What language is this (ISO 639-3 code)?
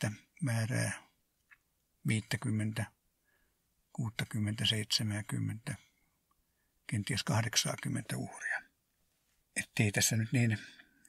fin